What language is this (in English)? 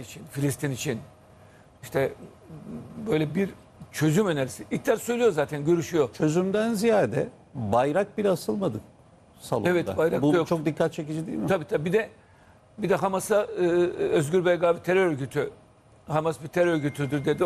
Turkish